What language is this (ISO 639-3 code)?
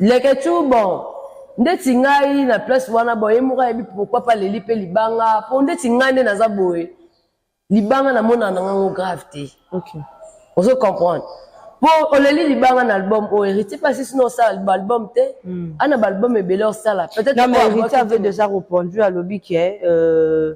lin